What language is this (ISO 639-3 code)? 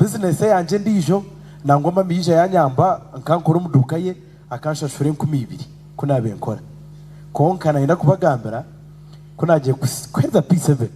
nyn